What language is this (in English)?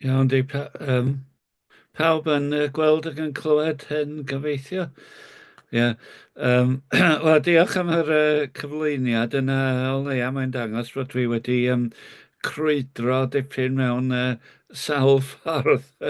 Welsh